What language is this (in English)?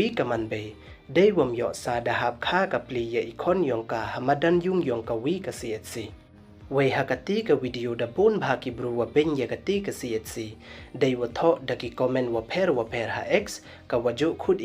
Pnar